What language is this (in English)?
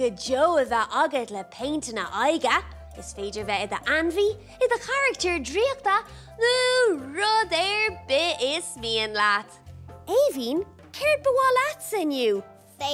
Irish